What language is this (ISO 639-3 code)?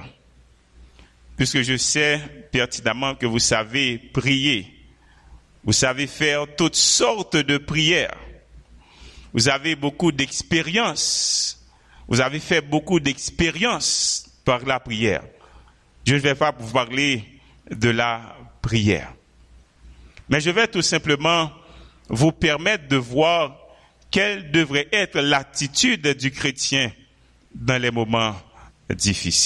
fra